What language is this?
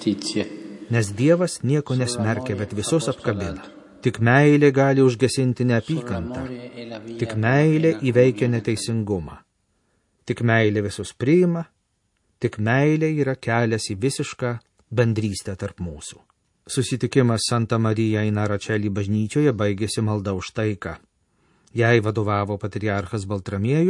Lithuanian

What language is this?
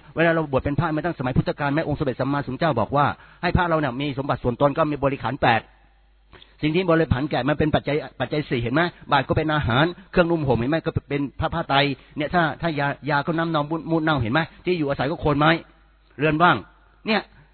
Thai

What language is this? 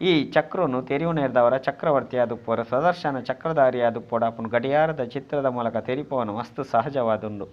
Tulu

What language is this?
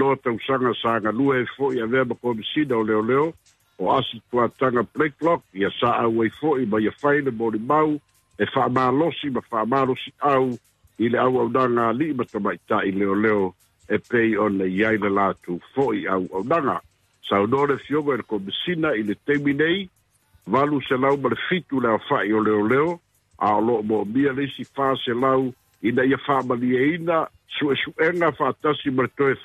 Samoan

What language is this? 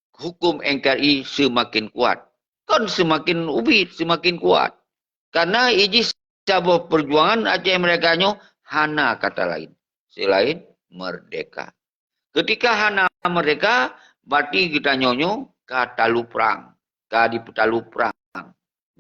Achinese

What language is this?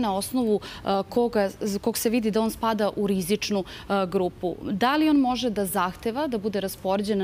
Serbian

